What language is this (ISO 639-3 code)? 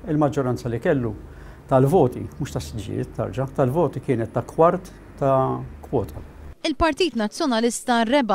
mlt